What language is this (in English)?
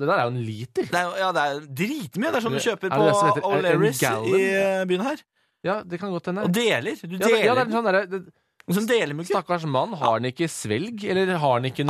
Norwegian